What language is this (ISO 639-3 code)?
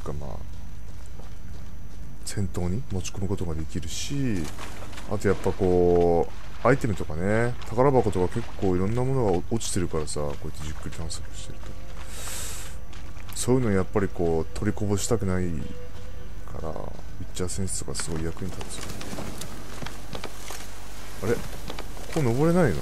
jpn